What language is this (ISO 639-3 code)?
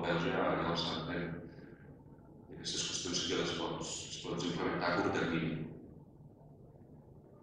cat